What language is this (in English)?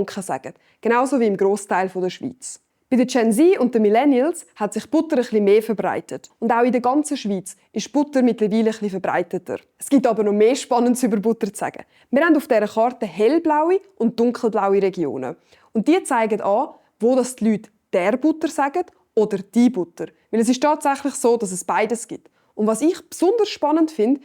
Swiss German